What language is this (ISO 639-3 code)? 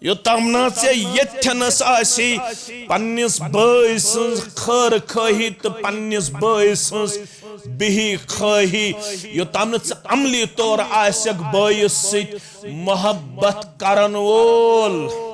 kas